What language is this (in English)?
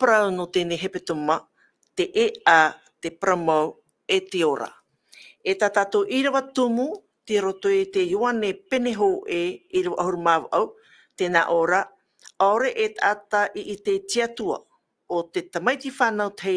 Tahitian